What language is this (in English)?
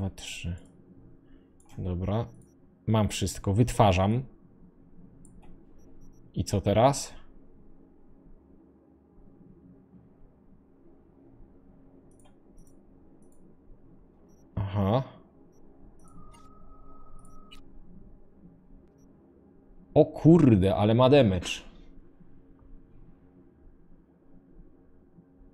Polish